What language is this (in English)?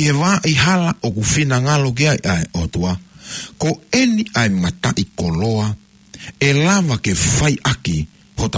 Tongan